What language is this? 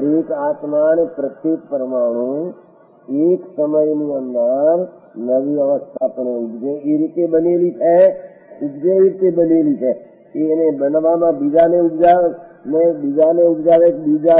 Gujarati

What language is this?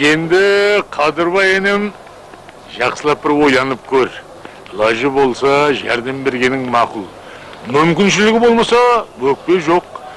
Kara-Kalpak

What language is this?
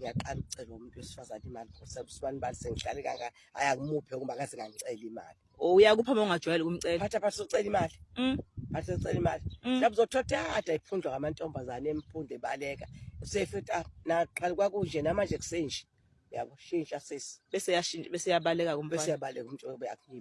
Zulu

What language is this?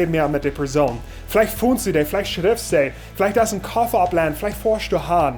Plautdietsch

